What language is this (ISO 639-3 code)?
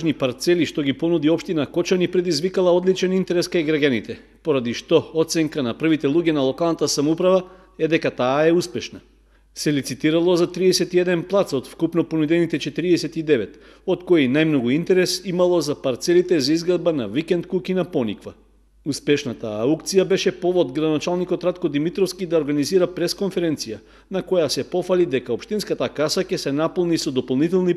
mkd